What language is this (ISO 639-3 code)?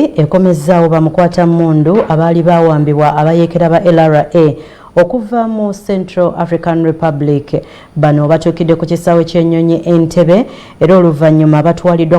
lug